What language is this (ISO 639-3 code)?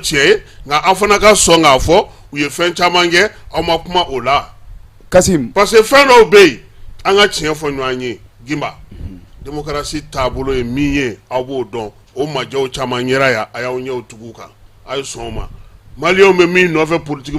bam